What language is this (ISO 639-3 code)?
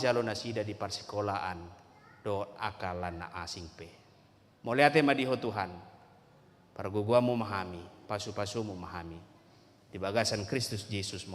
bbc